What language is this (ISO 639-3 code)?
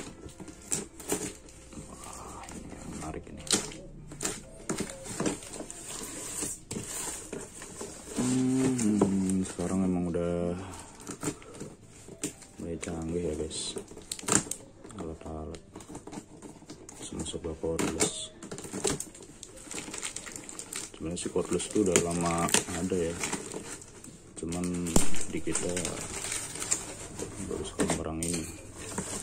ind